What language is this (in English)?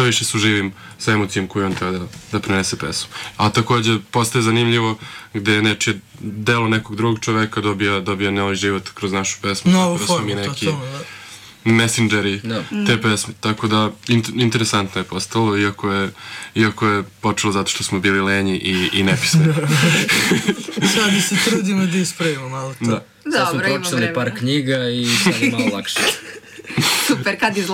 Serbian